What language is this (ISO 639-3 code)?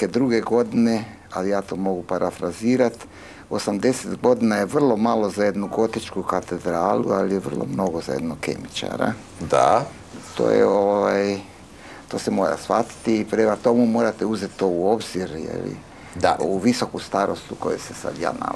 hrv